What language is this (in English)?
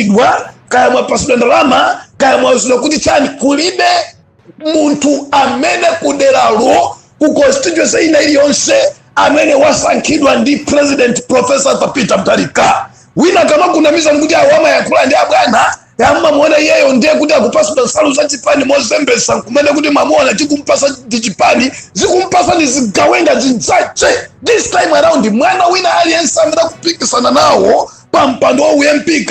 Nyanja